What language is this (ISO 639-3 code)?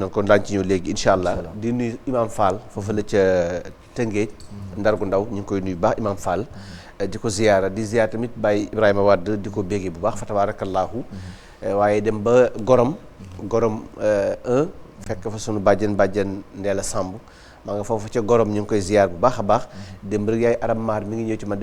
wol